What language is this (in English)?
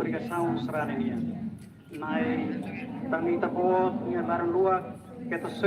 Tetum